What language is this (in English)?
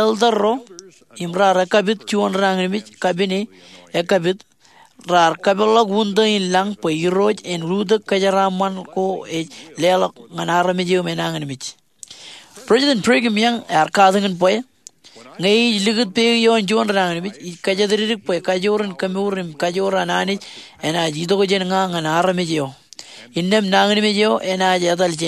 Marshallese